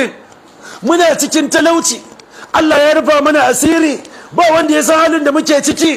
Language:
Hausa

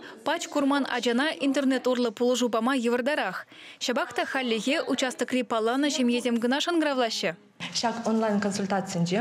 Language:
Chuvash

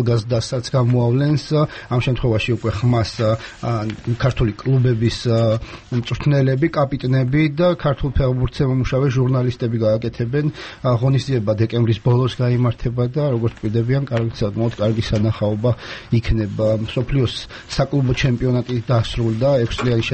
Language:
Georgian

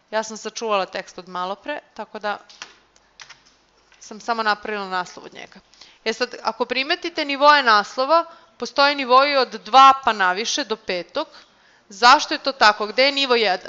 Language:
Serbian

